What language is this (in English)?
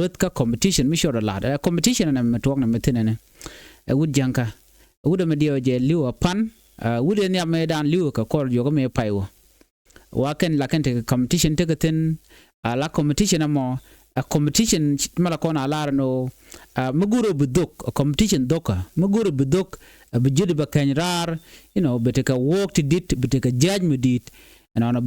Nuer